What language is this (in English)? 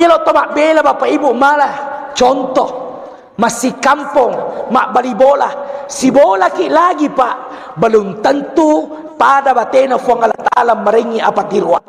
Buginese